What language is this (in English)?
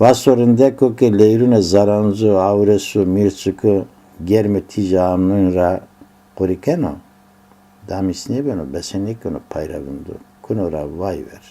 Zaza